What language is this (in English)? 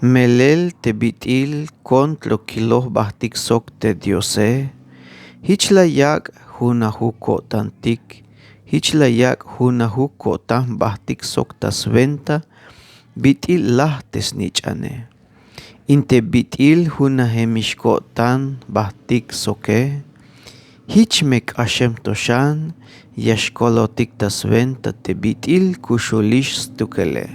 Tzeltal